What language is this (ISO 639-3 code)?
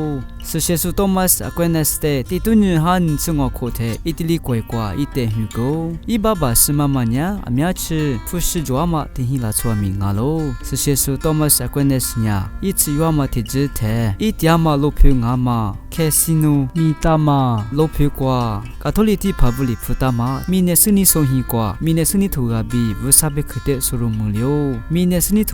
lis